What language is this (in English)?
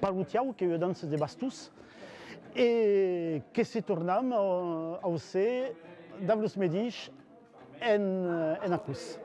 Occitan